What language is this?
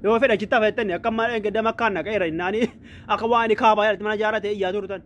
Oromo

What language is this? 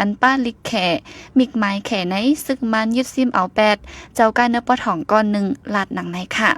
Shan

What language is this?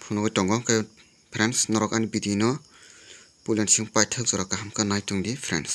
Kok Borok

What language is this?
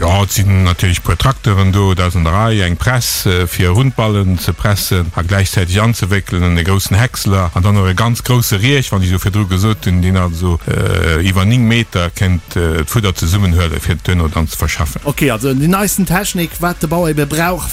Luxembourgish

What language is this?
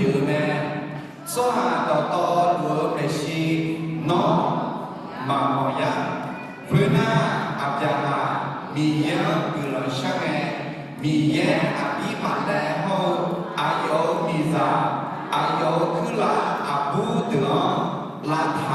Akha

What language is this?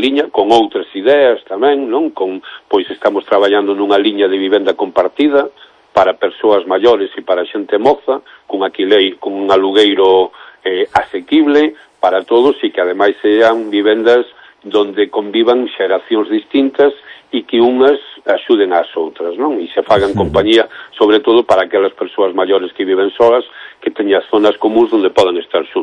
Galician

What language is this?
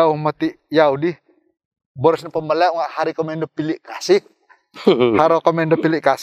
Central Dusun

